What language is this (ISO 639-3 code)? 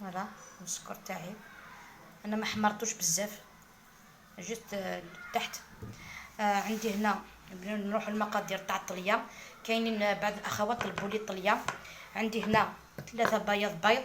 arq